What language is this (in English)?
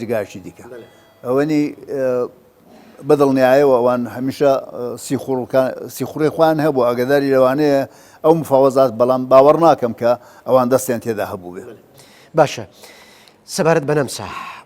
Central Kurdish